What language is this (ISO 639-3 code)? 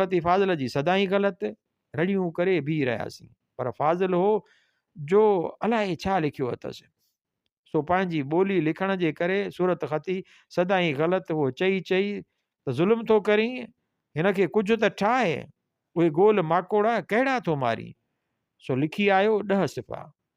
snd